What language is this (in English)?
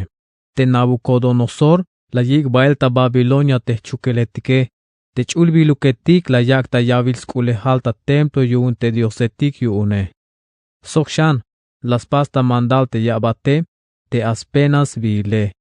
Tzeltal